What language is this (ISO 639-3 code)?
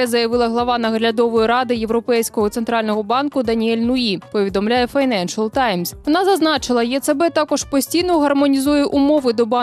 ukr